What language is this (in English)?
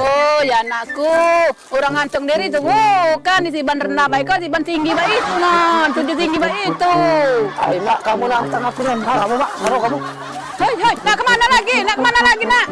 Musi